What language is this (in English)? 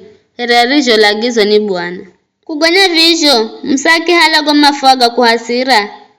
Giryama